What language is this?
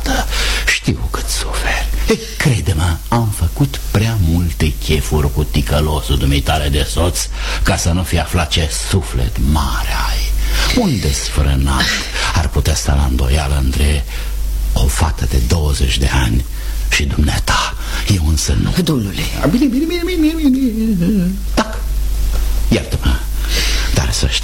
Romanian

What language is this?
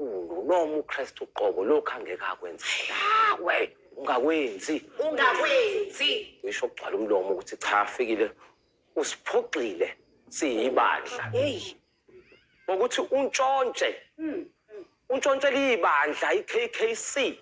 Zulu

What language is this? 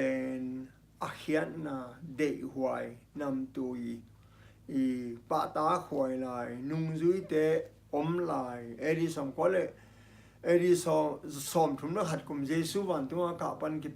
Tedim Chin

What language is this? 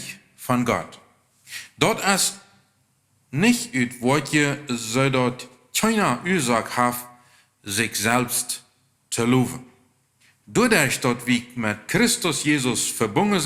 Plautdietsch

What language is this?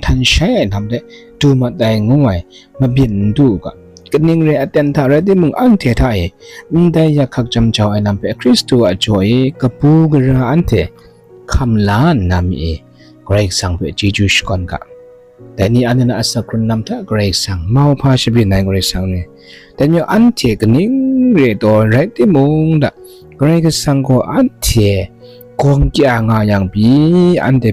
Kachin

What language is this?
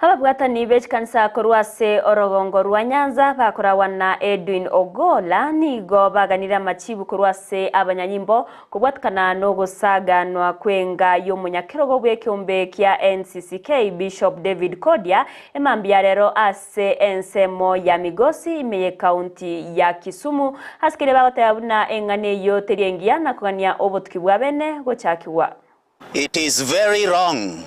Gusii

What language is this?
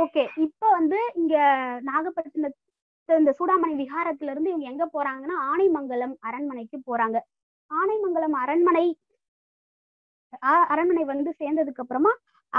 Tamil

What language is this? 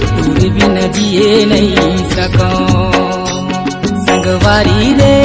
Chhattisgarhi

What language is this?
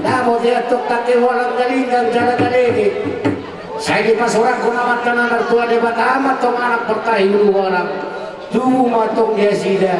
Batak Toba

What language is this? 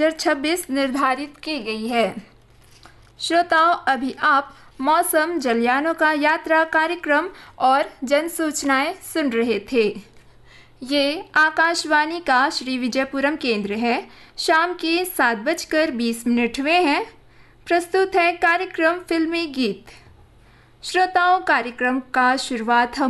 Hindi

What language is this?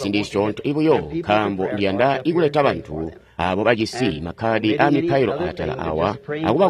Tonga (Zambia)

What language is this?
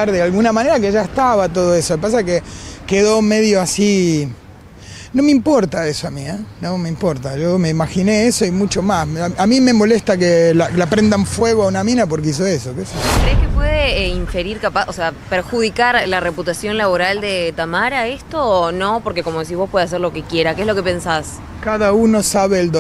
Spanish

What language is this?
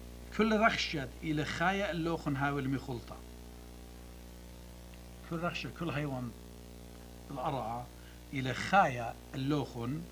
Assyrian Neo-Aramaic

